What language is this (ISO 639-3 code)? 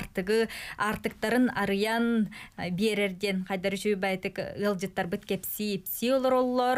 sah